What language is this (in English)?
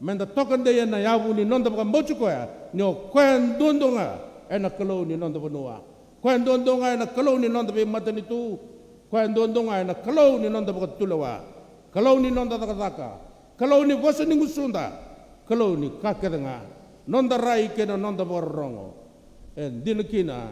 Fijian